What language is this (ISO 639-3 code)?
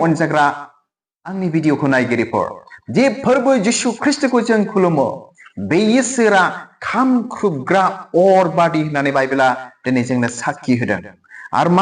brx